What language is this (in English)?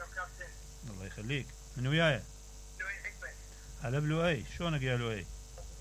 Mesopotamian Arabic